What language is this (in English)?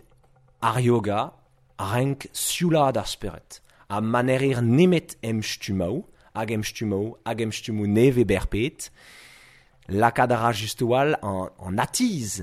Breton